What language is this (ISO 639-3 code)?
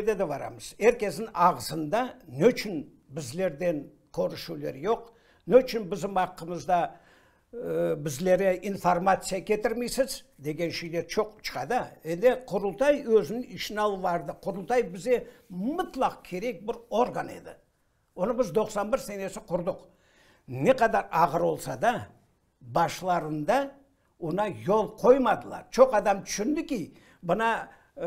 crh